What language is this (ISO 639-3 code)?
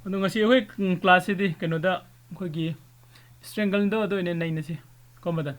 mni